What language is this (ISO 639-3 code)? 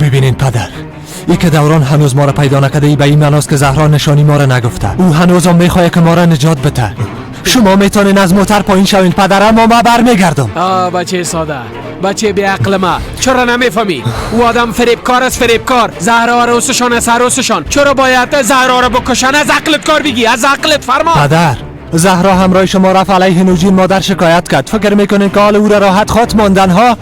fas